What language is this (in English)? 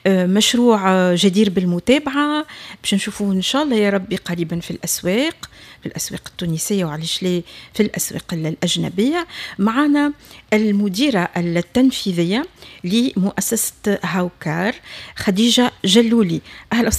Tunisian Arabic